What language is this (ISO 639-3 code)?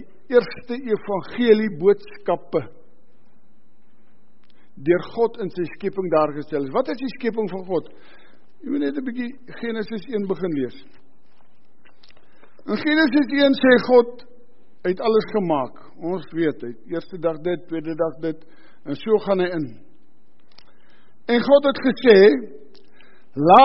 afr